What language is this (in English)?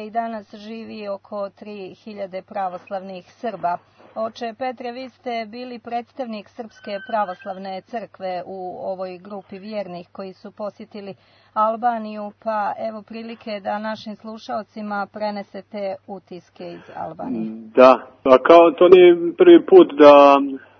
Serbian